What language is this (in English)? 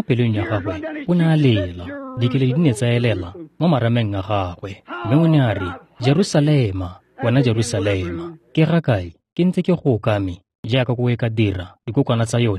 Tswana